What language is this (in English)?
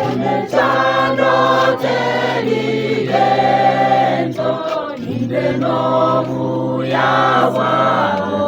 Gusii